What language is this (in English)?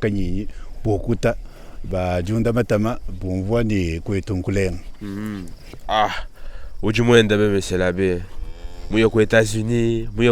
Luba-Lulua